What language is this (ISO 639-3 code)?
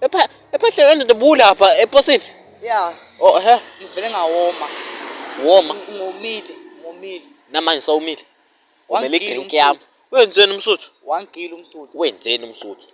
zul